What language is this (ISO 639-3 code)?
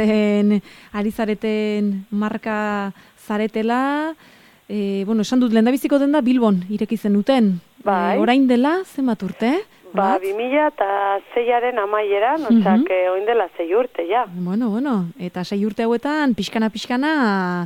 eus